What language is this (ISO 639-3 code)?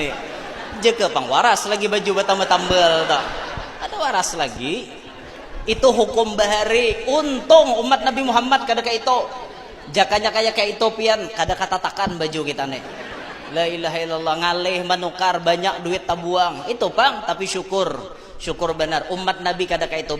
bjn